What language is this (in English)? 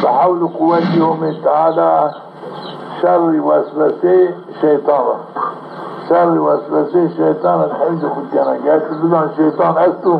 Zaza